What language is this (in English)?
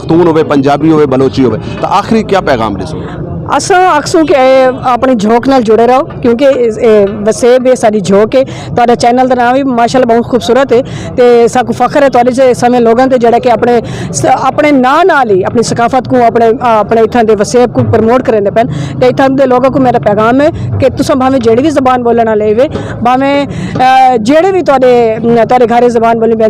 Saraiki